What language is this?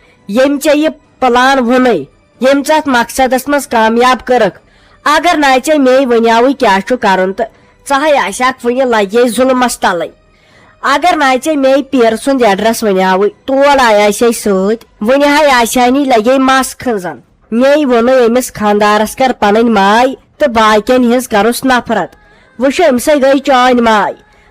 Kashmiri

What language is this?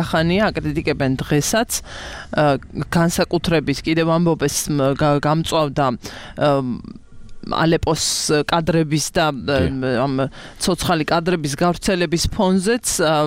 Georgian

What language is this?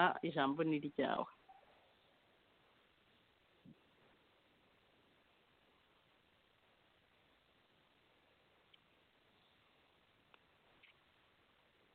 Kinyarwanda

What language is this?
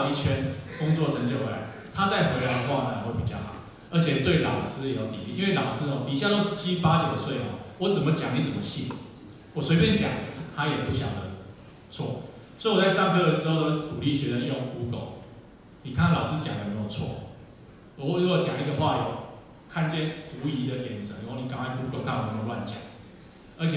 Chinese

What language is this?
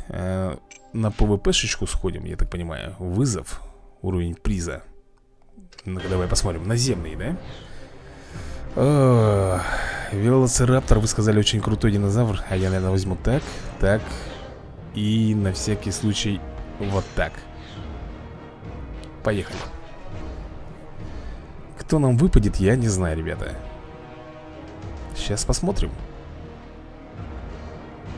Russian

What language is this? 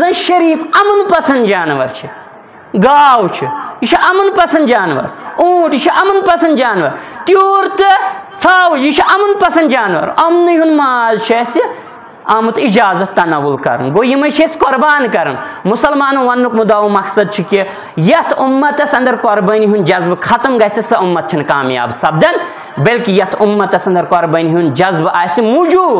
Kashmiri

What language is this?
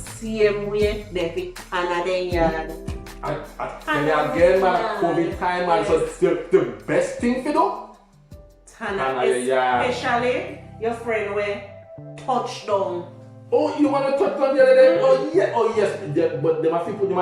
Jamaican Creole English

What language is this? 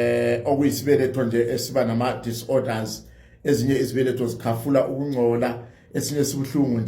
Zulu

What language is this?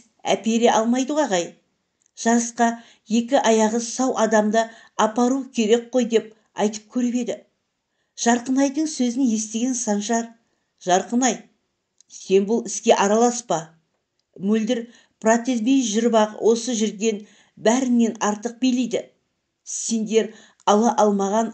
Kazakh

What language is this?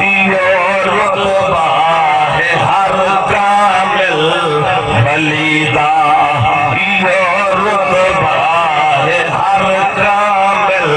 Saraiki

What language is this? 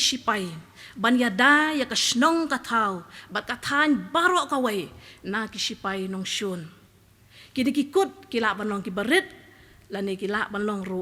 Khasi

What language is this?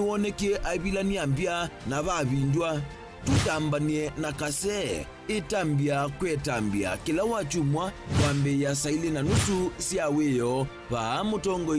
Kamba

